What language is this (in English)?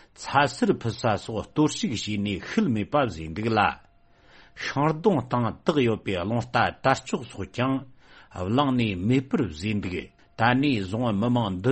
Tibetan